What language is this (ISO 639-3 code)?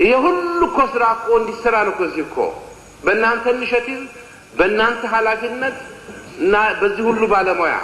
amh